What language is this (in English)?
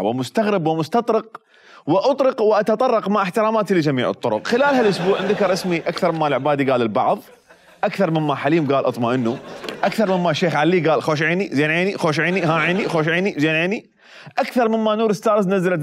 Mesopotamian Arabic